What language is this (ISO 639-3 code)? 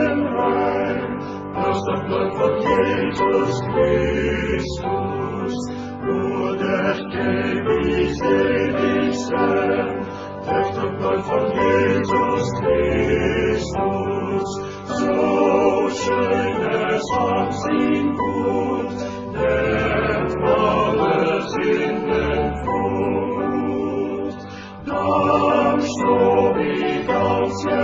pdt